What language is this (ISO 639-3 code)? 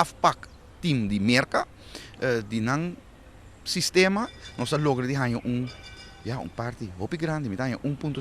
pap